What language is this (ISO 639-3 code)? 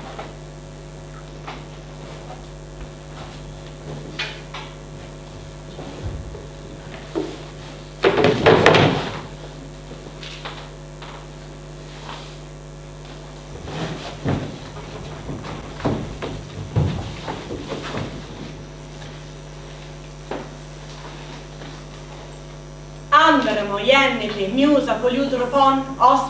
ita